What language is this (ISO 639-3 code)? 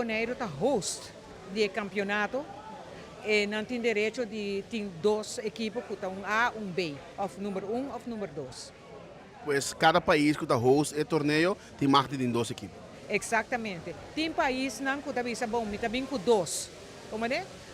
pap